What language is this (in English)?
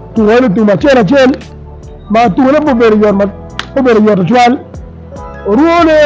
Acoli